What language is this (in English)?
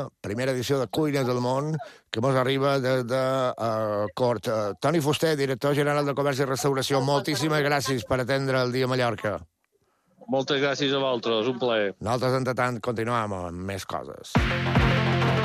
Catalan